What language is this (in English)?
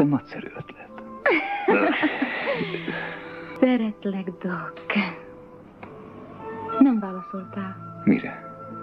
Hungarian